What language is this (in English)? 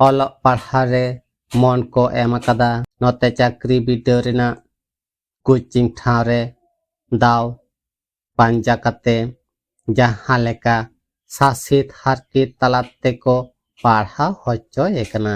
Santali